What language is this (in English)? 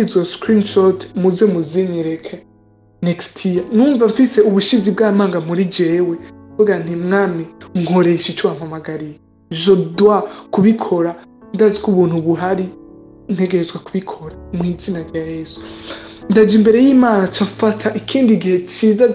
Rundi